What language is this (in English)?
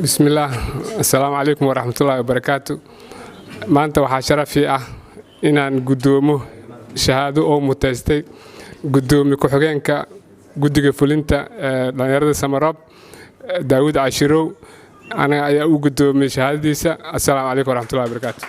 Somali